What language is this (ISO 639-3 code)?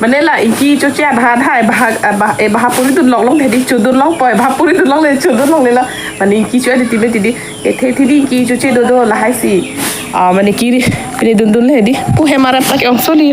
mjw